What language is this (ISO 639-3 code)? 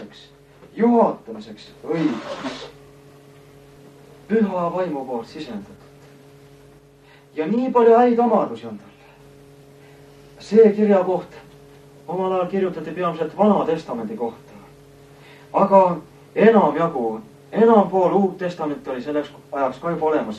est